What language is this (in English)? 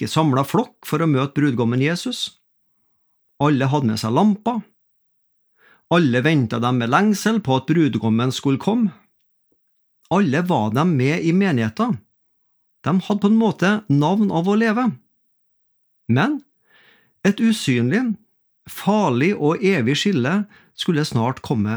Norwegian